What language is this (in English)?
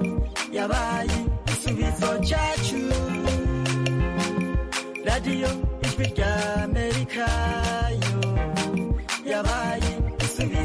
Kinyarwanda